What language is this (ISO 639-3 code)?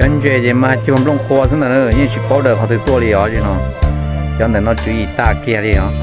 hmn